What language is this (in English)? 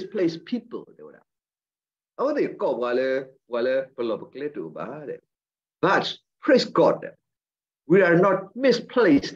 S'gaw Karen